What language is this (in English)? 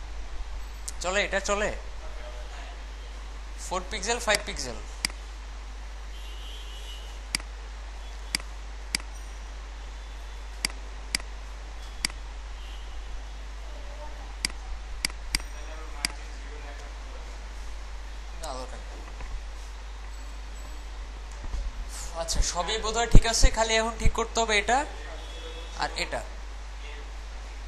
Bangla